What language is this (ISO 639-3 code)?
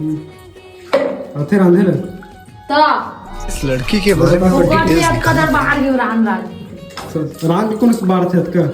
hne